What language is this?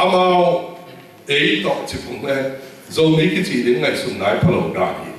Tedim Chin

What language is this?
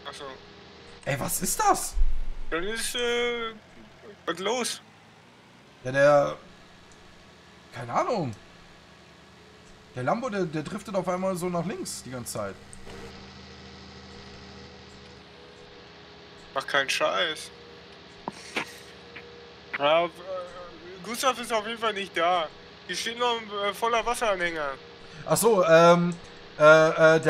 German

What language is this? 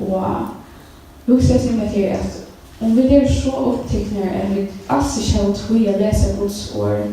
Faroese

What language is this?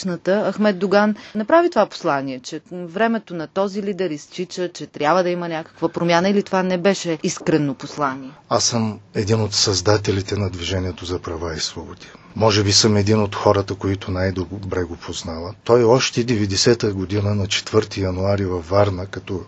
Bulgarian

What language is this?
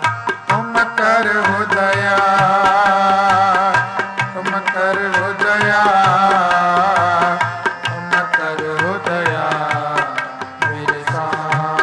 Punjabi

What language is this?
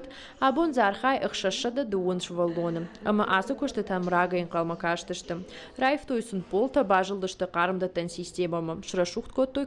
Ossetic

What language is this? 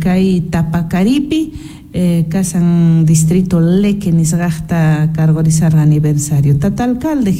Quechua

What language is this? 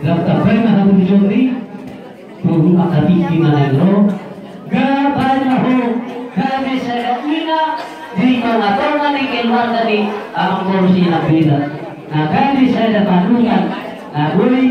Batak Toba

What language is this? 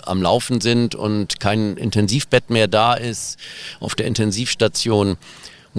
German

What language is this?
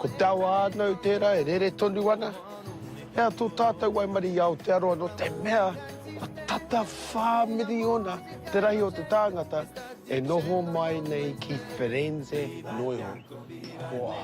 Māori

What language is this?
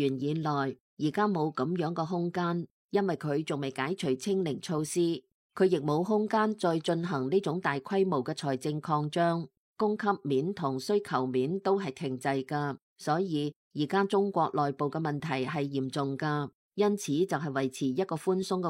Cantonese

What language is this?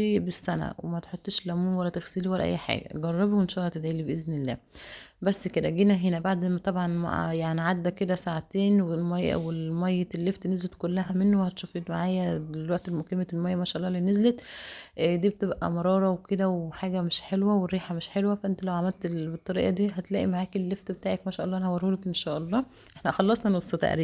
Egyptian Arabic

